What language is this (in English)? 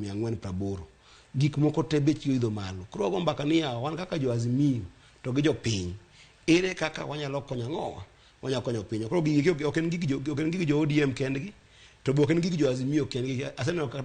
Luo (Kenya and Tanzania)